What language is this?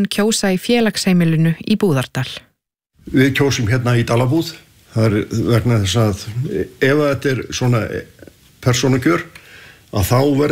Icelandic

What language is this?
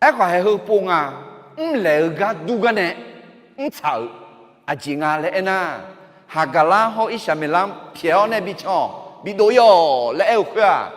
Akha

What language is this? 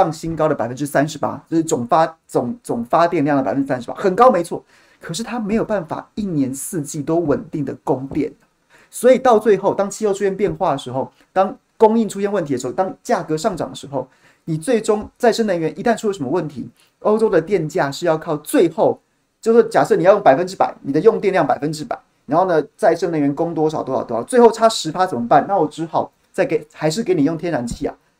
Chinese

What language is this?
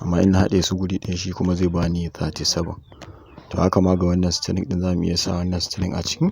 Hausa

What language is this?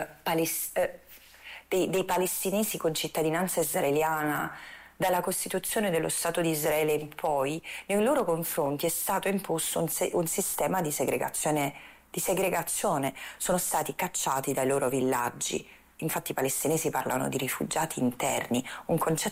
Italian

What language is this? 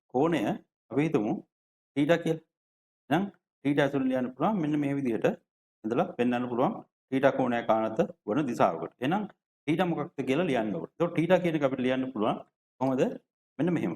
Sinhala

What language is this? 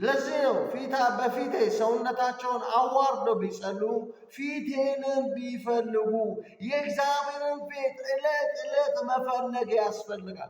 Amharic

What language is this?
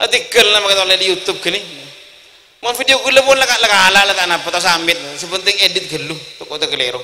Madurese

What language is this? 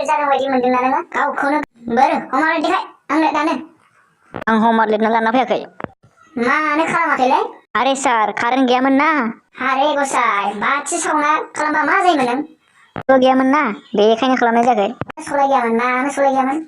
Bodo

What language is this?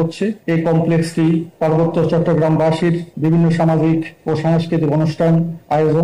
Bangla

